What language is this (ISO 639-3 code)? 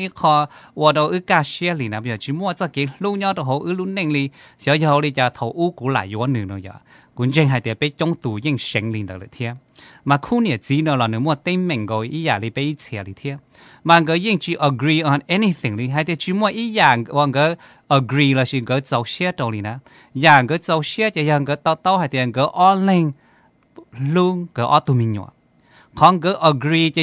hmn